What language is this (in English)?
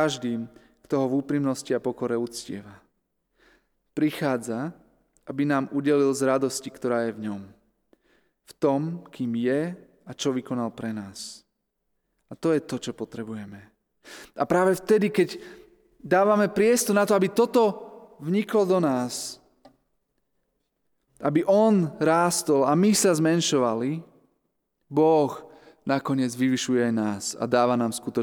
Slovak